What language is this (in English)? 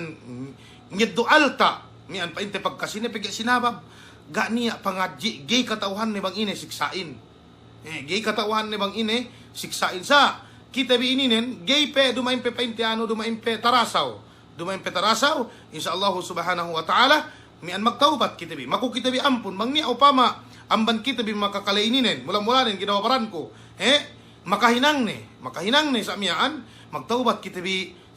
Yakan